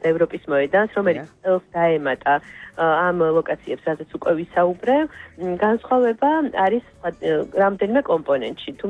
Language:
Georgian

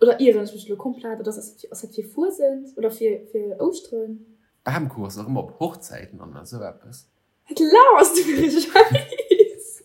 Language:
Luxembourgish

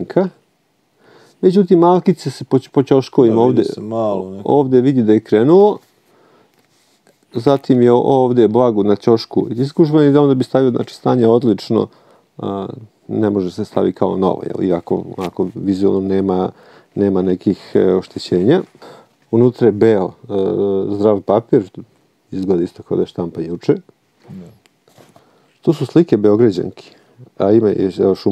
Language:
Serbian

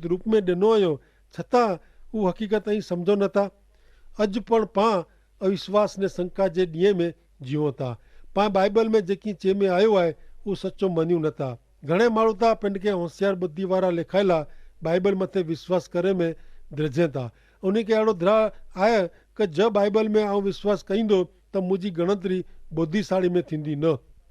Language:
Kachhi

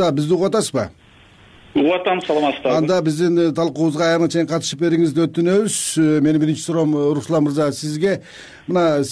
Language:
Kyrgyz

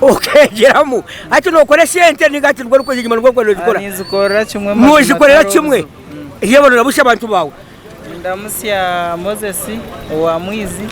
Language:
Nyankole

